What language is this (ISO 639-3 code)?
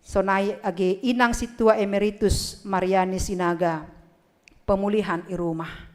bts